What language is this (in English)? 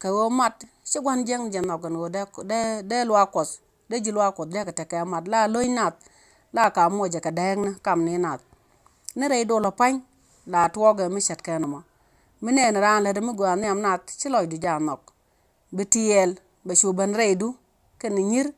Nuer